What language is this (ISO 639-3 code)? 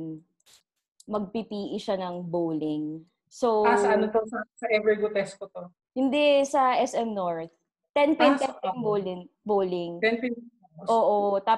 fil